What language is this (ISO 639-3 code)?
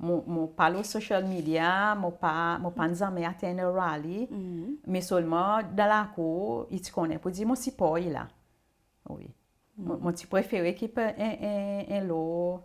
crs